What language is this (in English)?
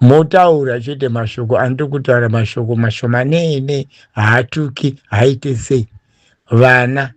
Shona